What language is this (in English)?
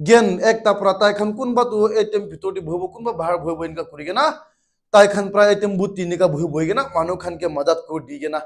Naga Pidgin